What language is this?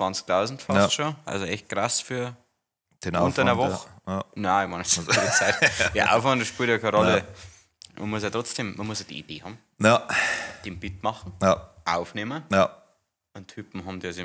Bavarian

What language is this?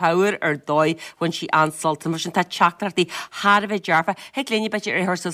Irish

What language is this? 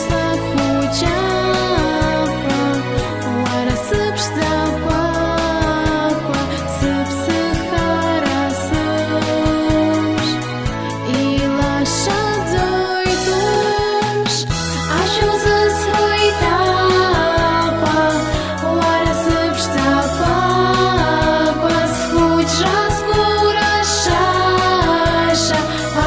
Abkhazian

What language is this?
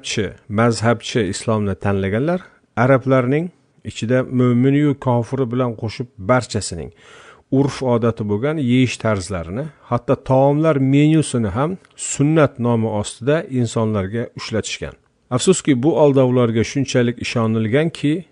Uzbek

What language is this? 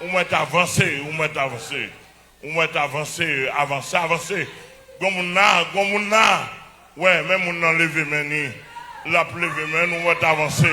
Haitian Creole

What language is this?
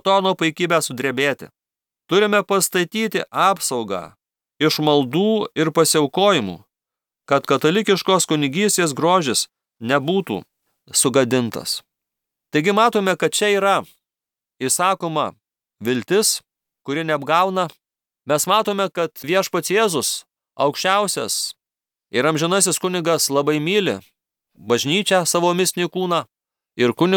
Lithuanian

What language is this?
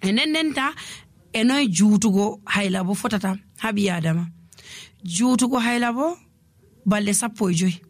Nigerian Fulfulde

